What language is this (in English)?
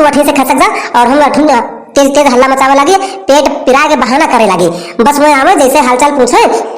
Awadhi